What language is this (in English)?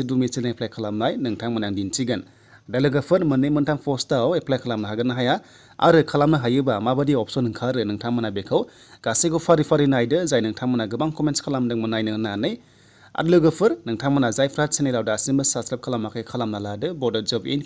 Bodo